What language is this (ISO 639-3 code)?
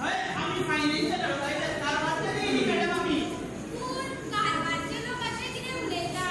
kok